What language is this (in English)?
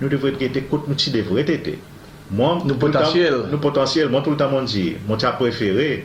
Seselwa Creole French